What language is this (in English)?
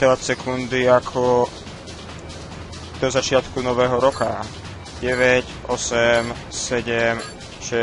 Slovak